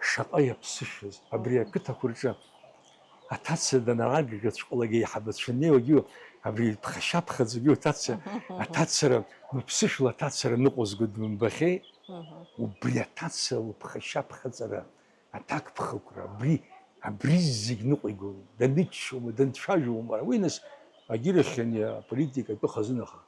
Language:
Abkhazian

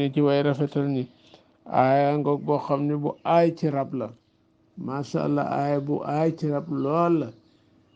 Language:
Wolof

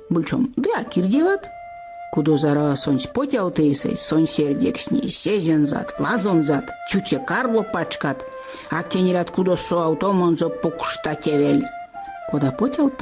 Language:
Erzya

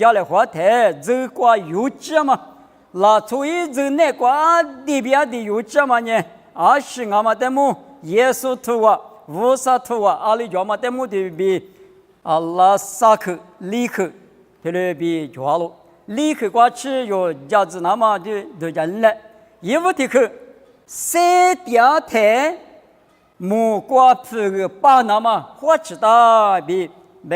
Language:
Lisu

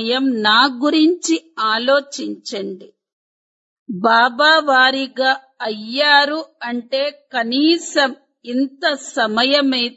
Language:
Telugu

